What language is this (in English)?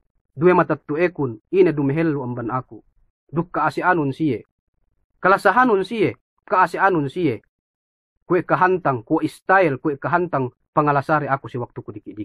Yakan